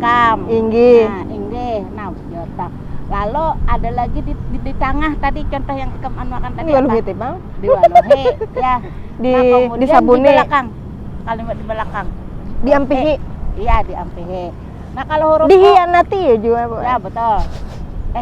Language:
Banjar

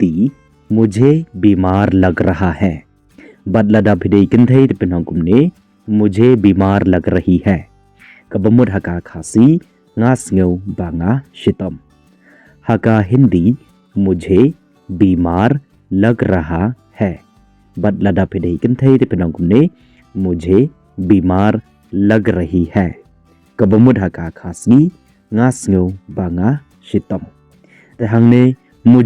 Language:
Khasi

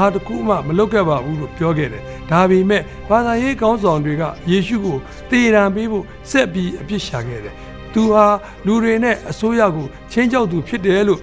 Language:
Burmese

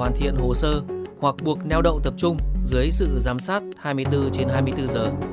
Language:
Vietnamese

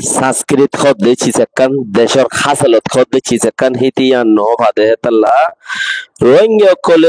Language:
Rohingya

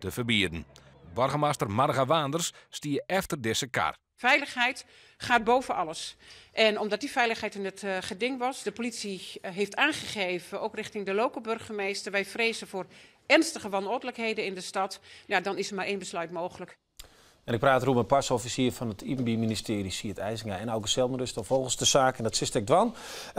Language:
Western Frisian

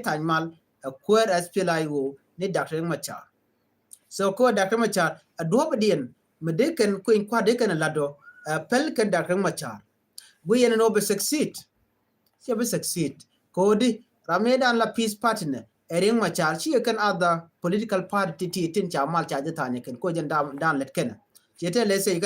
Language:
Nuer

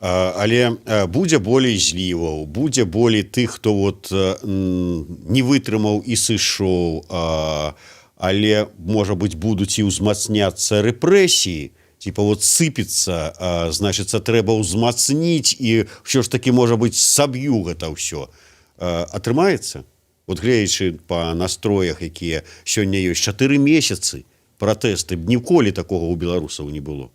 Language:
Belarusian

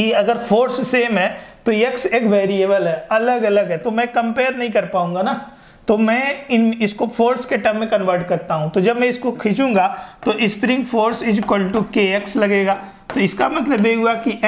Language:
Hindi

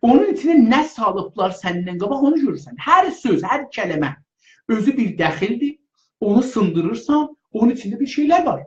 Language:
South Azerbaijani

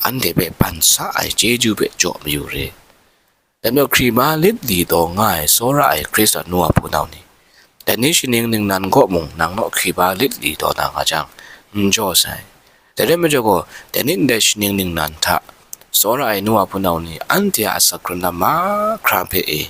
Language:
Kachin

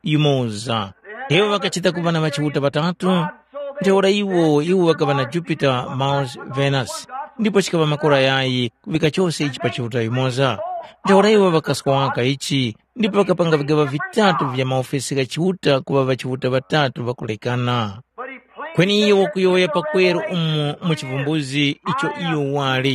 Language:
Tumbuka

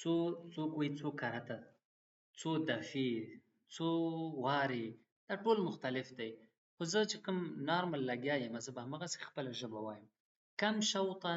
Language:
Pashto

